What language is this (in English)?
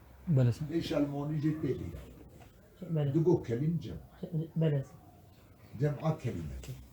Kurdish